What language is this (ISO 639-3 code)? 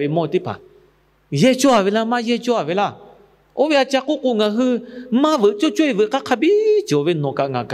lhu